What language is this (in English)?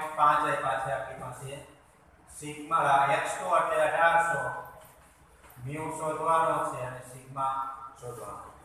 Gujarati